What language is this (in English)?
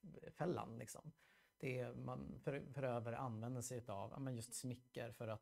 Swedish